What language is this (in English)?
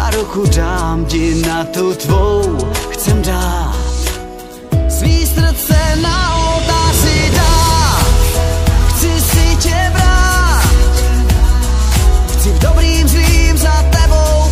Czech